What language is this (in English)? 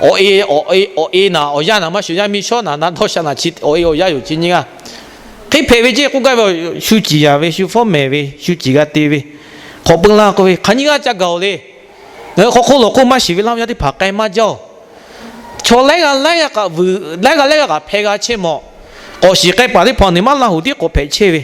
Lahu